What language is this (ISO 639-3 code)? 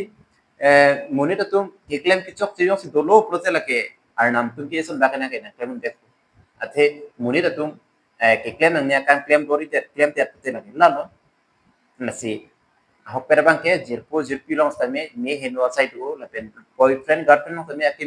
mjw